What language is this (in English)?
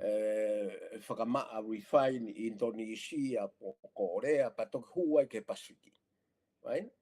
Tongan